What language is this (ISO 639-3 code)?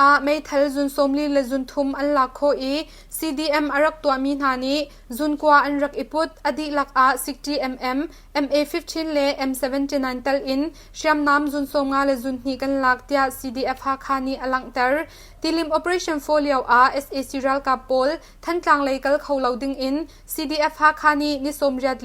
cnh